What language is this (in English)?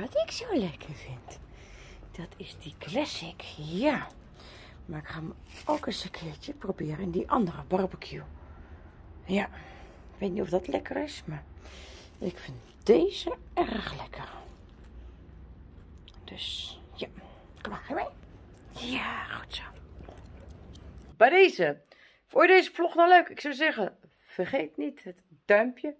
Dutch